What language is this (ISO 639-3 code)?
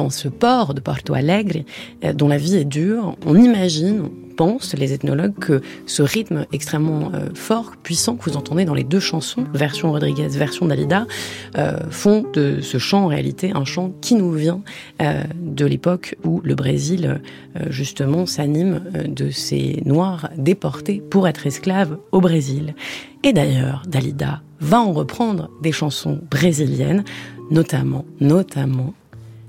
fra